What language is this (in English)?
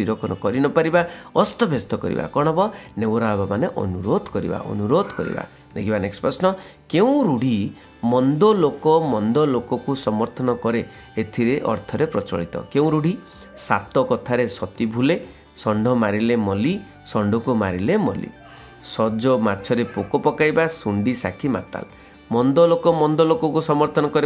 Odia